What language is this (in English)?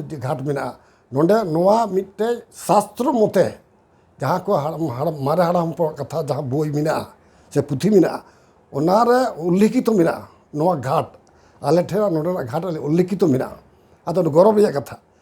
Santali